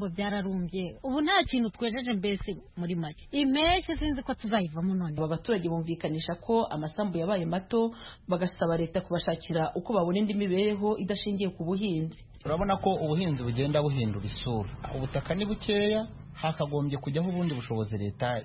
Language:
Kinyarwanda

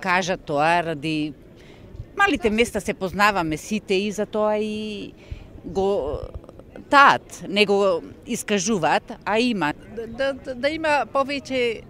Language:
Macedonian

